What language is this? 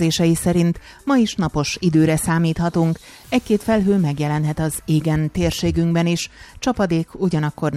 Hungarian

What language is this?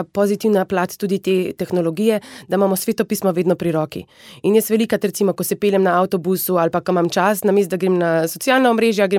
Slovenian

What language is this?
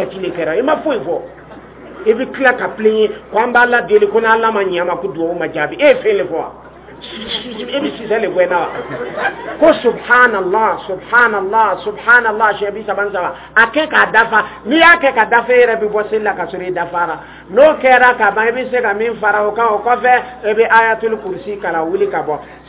Dyula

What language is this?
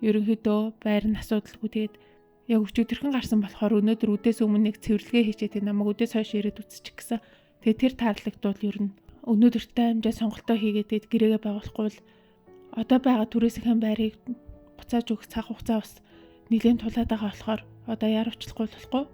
Mongolian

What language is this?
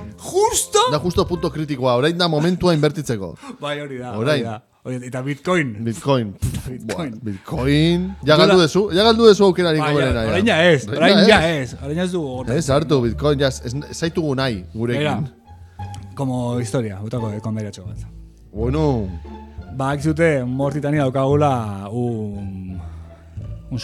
Basque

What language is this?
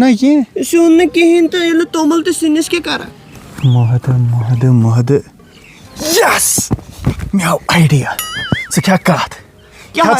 Kashmiri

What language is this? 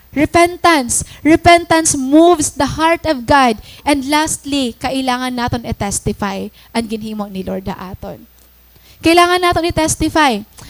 Waray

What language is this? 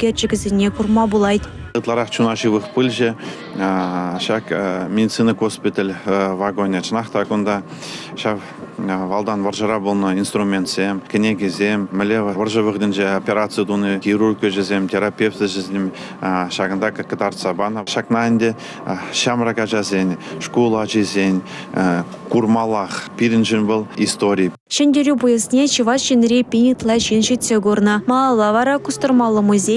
Chuvash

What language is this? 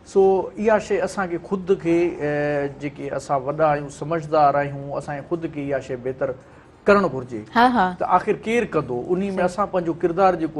Sindhi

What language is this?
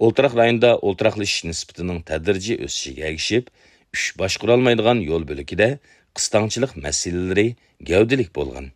Uyghur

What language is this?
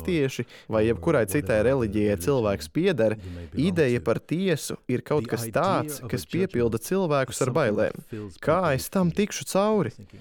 Latvian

